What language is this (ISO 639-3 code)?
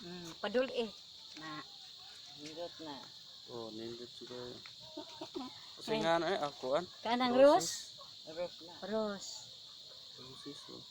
ceb